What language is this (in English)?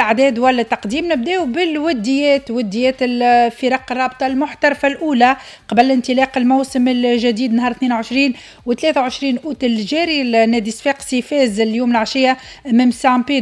Tunisian Arabic